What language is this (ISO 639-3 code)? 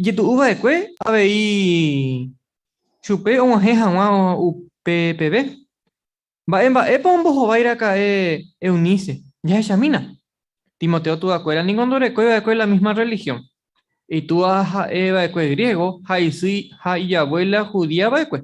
grn